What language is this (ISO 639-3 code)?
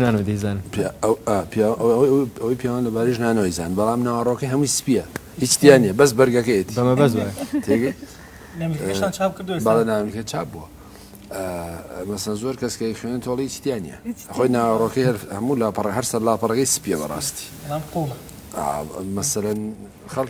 ckb